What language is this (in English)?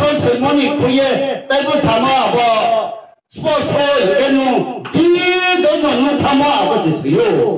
Riang (India)